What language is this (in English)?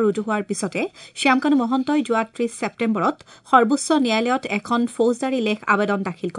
Assamese